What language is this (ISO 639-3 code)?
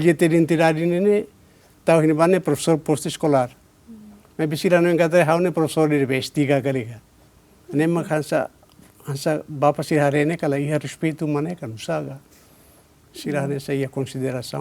tet